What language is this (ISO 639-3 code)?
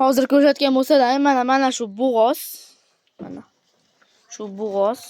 uzb